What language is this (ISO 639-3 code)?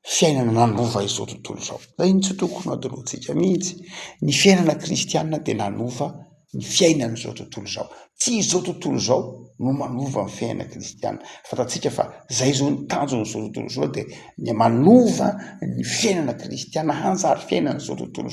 mlg